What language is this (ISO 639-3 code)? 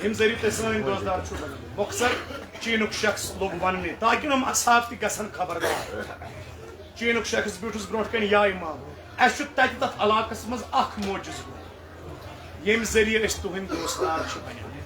kas